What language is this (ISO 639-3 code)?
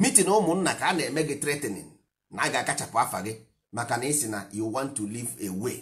ibo